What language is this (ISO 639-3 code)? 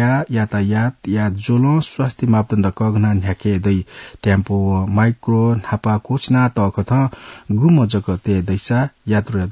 new